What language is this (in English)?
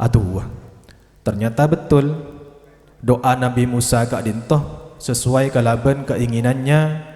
Madurese